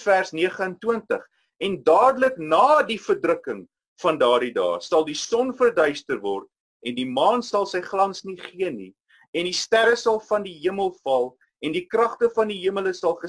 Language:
Afrikaans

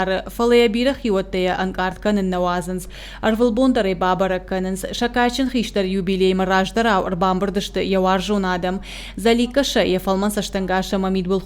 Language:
Ossetic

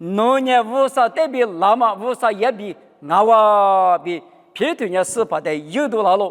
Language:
Lisu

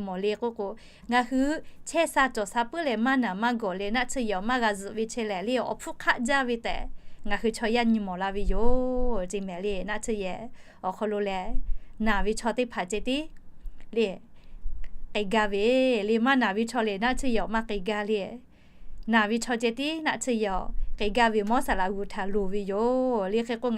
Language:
Lahu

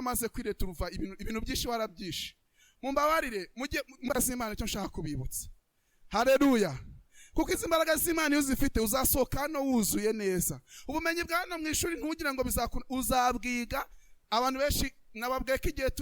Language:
Kinyarwanda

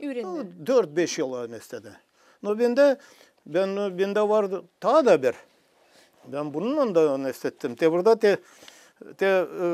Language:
Gagauz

